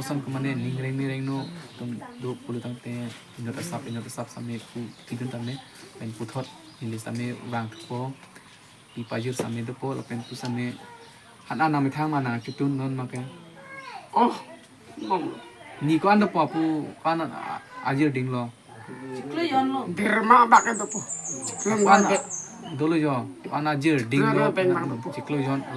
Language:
Karbi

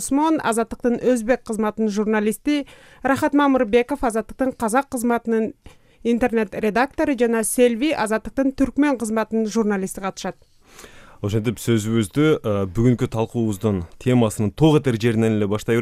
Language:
Kyrgyz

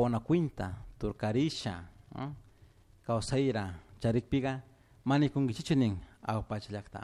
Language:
Chimborazo Highland Quichua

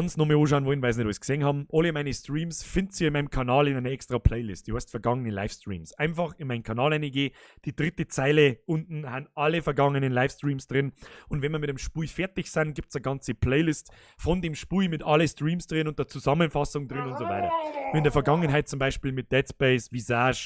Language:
Bavarian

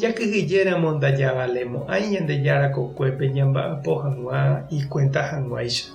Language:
Guarani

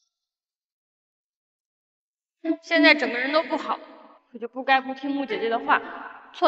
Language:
Chinese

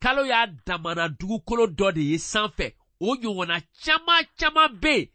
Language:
Bambara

